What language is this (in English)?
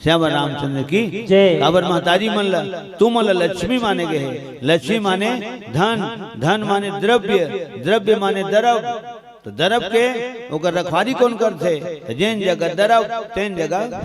Chhattisgarhi